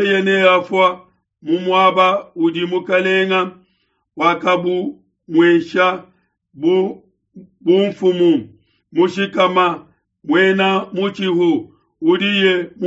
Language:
Luba-Lulua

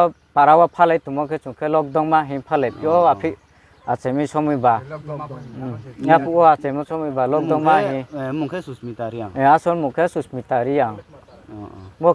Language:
Riang (India)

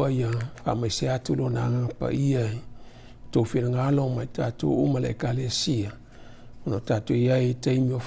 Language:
Samoan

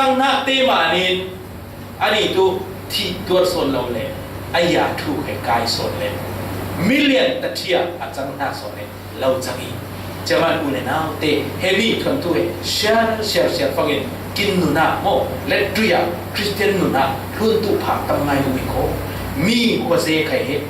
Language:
Falam Chin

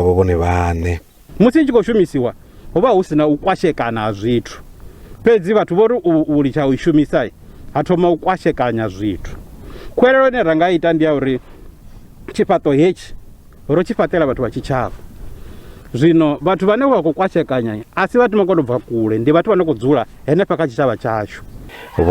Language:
Venda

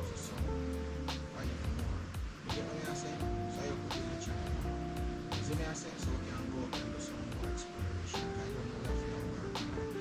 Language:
Jamaican Creole English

